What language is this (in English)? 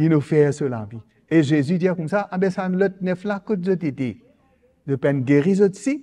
Morisyen